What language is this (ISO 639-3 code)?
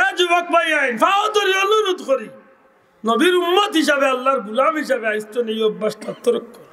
syl